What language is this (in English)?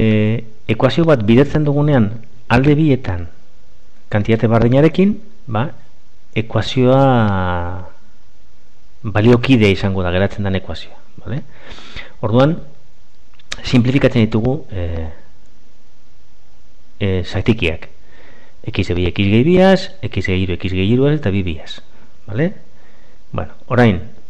Basque